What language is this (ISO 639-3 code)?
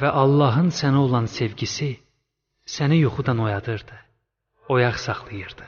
aze